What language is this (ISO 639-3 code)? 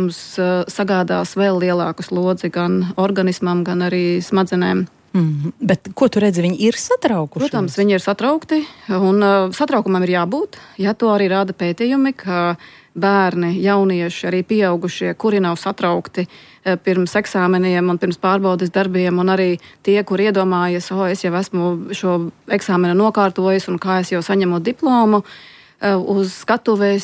lav